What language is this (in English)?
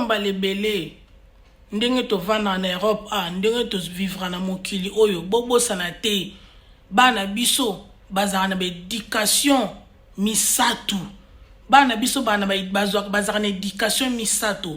Lingala